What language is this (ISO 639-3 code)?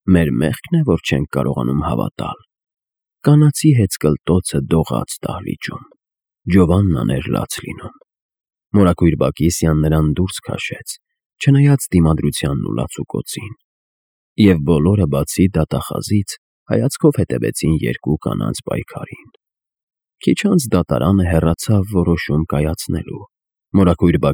hye